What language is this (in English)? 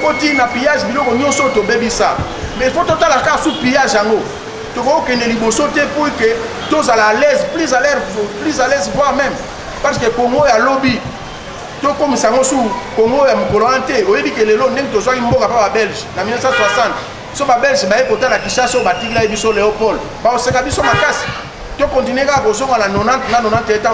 Lingala